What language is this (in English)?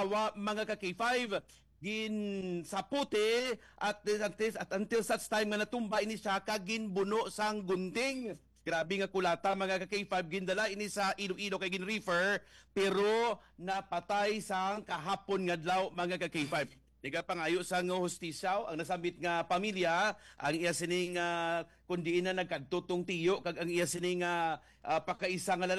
Hiligaynon